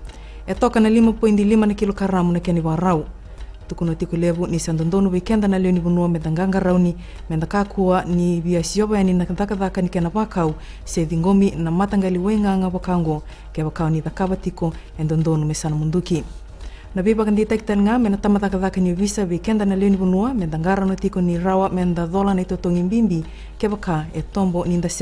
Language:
Fijian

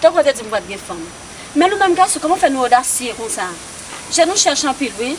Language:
Haitian Creole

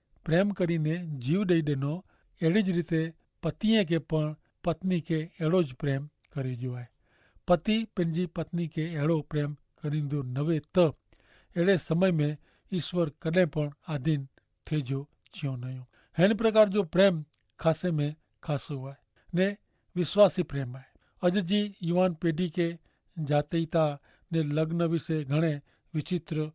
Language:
Kachhi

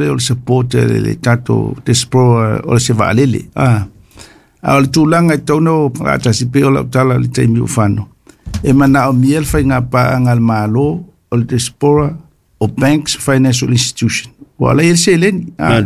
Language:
Samoan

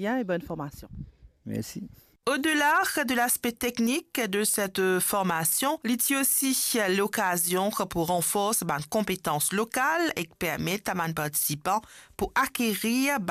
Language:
Morisyen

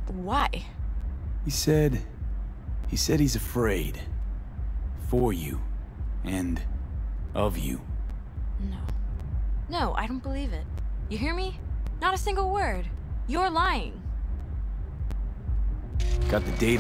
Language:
English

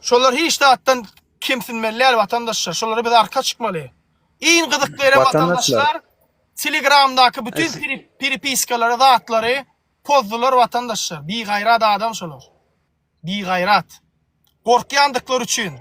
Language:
Turkmen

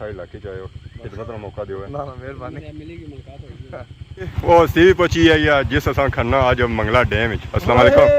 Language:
Pahari-Potwari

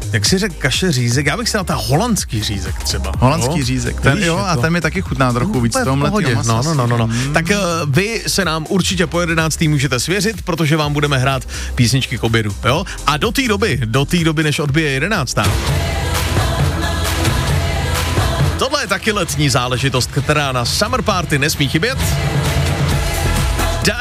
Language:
Czech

